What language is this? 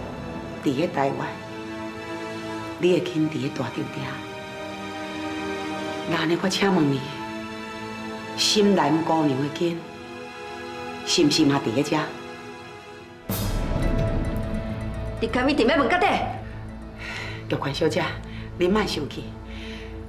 Min Nan Chinese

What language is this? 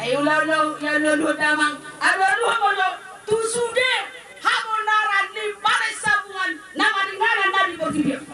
Batak Toba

